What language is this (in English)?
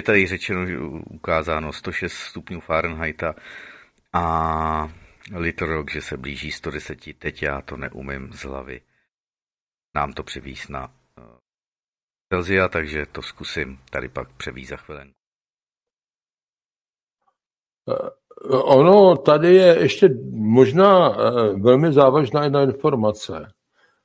Czech